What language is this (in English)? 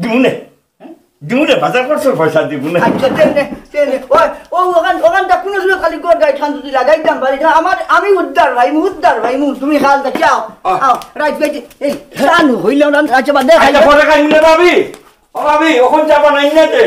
Sylheti